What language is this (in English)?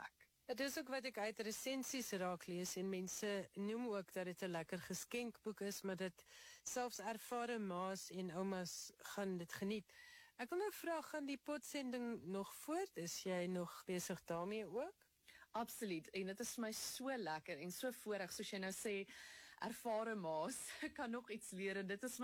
Afrikaans